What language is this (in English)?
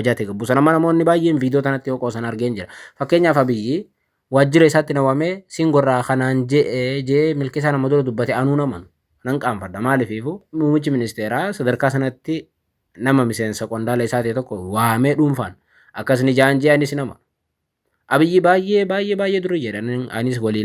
Oromo